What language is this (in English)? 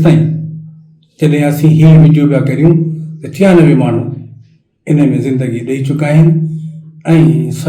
Sindhi